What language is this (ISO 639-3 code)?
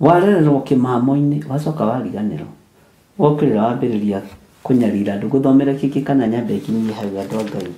kik